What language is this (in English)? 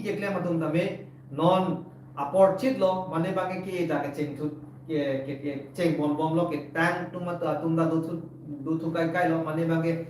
Karbi